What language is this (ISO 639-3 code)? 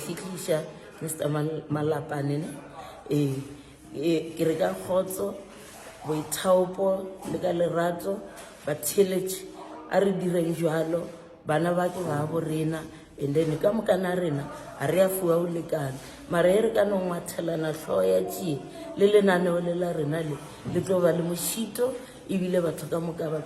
nso